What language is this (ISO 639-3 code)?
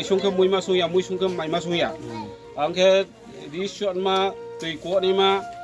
ria